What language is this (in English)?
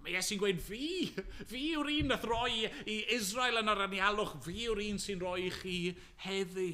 Welsh